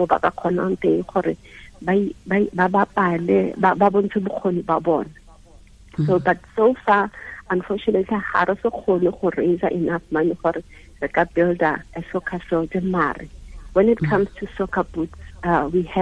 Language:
Tswana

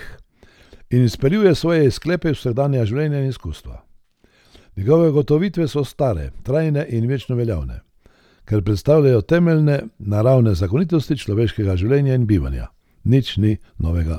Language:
Slovenian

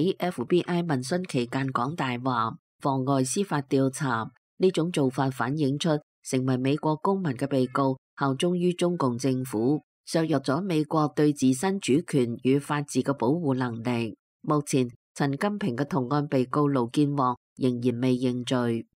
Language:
Cantonese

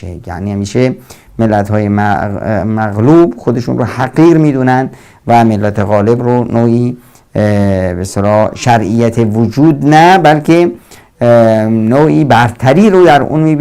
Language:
Persian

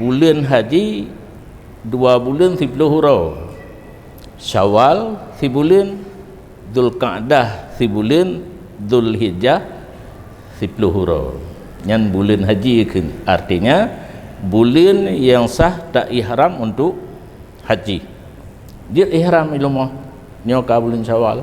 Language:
Achinese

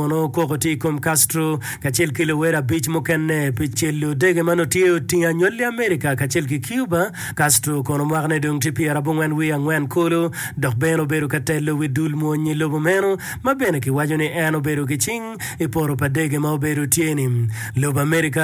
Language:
Acoli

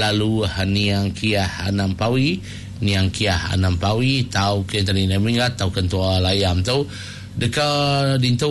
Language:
Iban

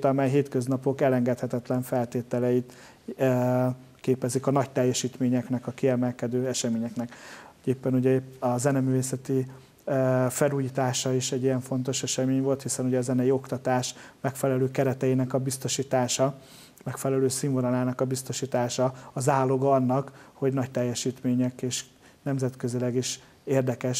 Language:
Hungarian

